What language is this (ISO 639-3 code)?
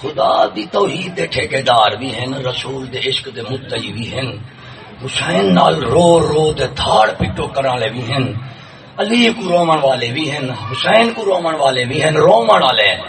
skr